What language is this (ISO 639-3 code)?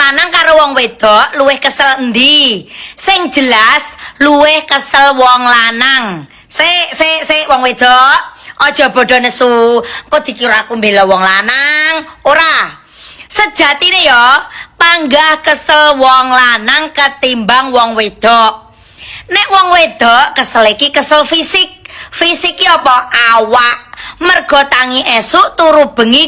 jav